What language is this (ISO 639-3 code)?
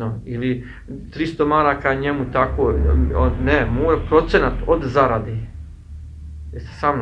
bos